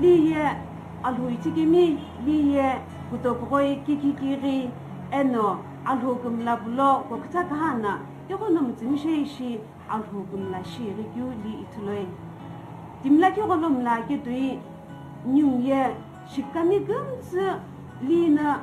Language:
Sumi Naga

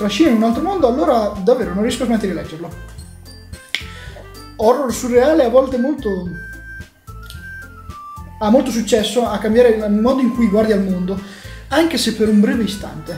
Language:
Italian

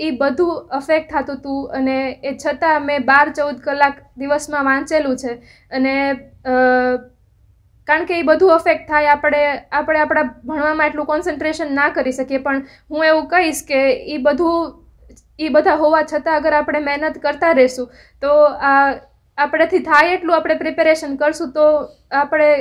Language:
Gujarati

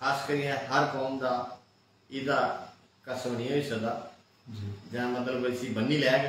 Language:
Dogri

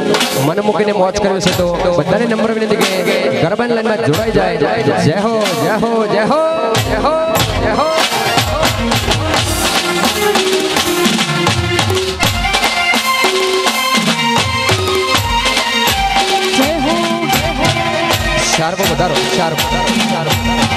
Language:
Gujarati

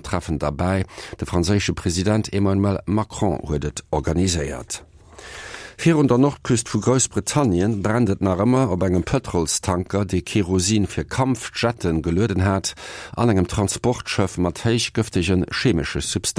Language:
Luxembourgish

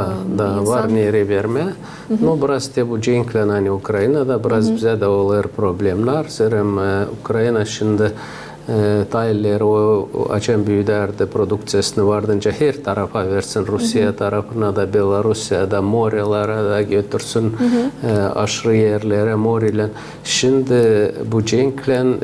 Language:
Gagauz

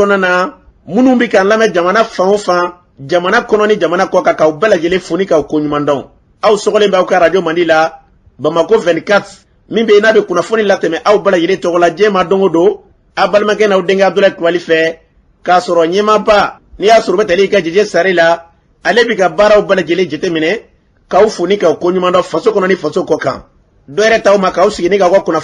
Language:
Bambara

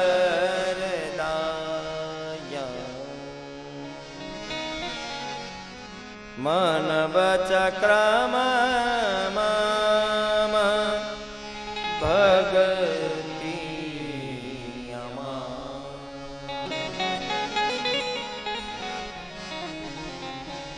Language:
Gujarati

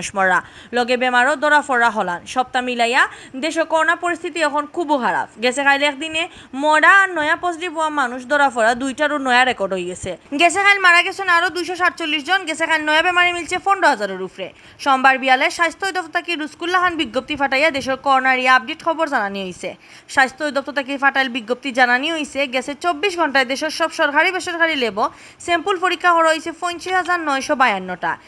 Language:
Sylheti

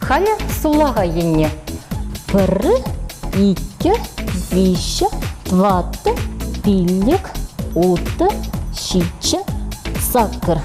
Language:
Chuvash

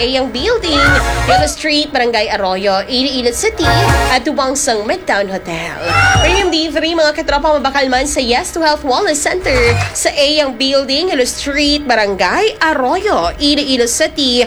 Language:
Hiligaynon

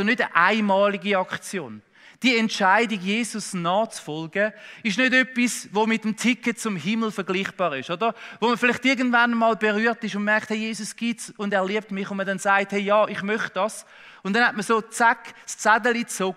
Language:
Swiss German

